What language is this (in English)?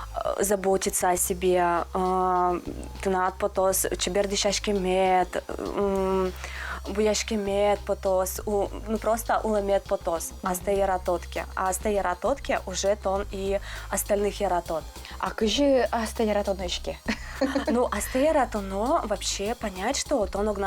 Udmurt